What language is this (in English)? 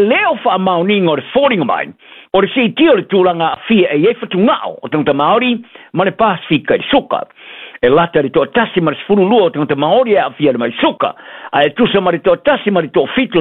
Samoan